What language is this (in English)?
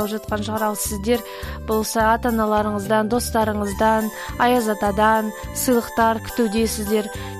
Kazakh